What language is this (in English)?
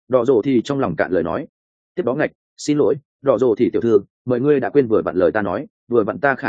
Vietnamese